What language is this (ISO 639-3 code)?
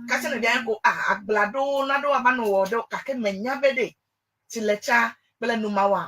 ewe